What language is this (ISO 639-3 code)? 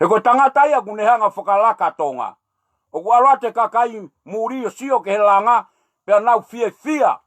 ton